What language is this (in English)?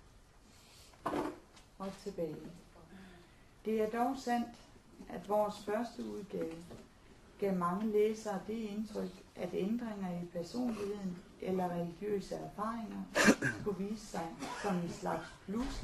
Danish